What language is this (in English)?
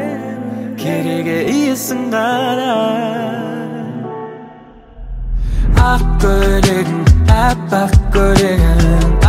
Kazakh